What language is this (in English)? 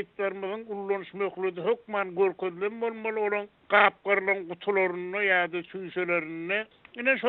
Turkmen